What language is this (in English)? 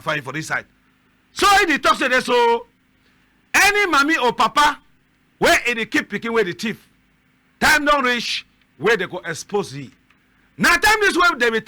Cameroon Pidgin